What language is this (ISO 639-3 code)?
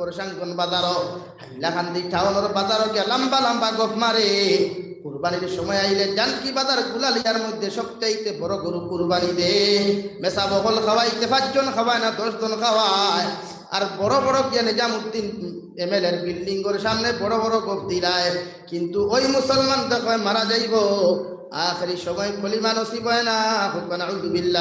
syl